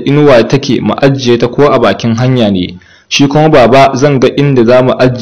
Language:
Hausa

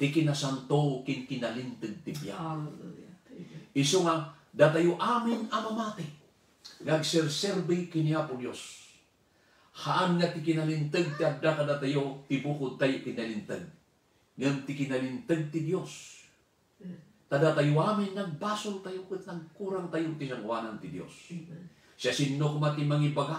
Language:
Iloko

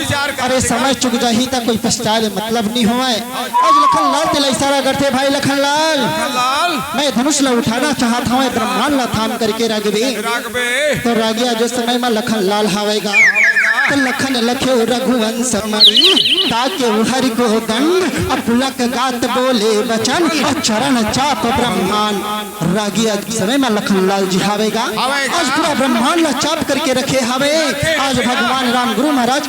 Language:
Chhattisgarhi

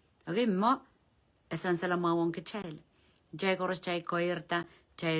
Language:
Pohnpeian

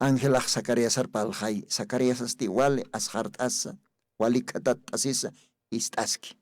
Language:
Aymara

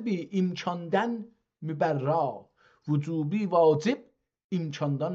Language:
South Azerbaijani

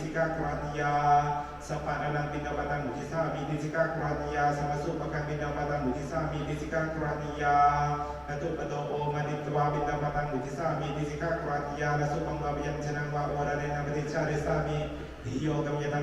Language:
Pali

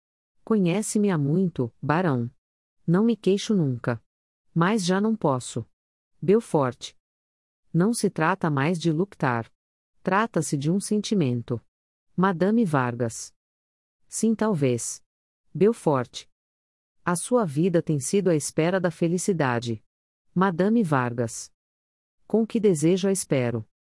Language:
Portuguese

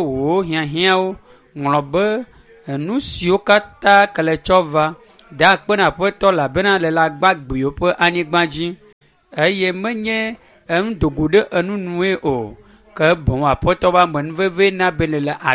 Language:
Ewe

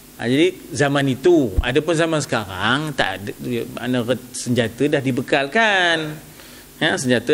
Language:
Malay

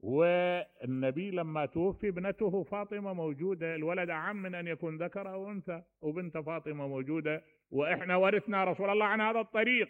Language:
Mesopotamian Arabic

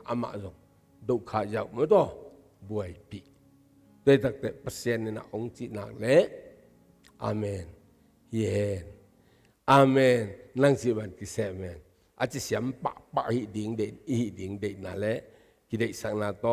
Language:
Tedim Chin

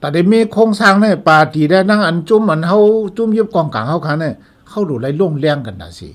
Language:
Shan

